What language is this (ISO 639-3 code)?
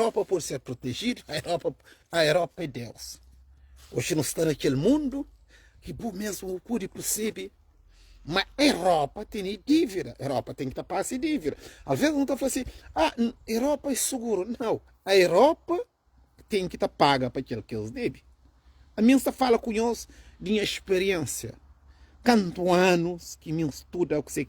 kea